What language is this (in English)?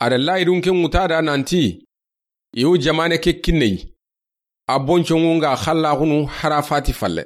Soninke